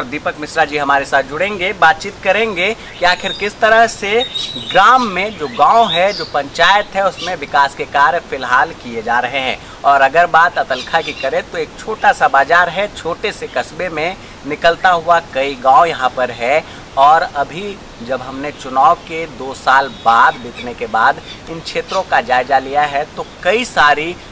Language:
Hindi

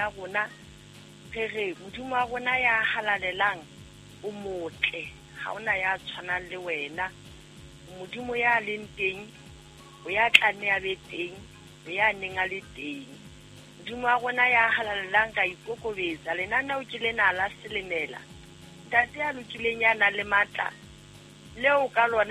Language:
Southern Sotho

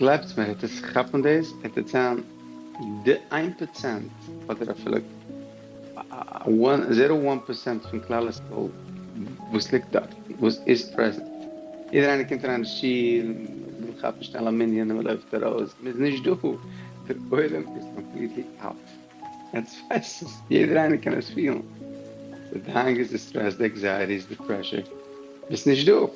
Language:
Yiddish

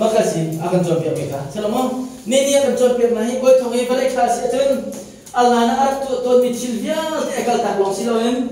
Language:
Hakha Chin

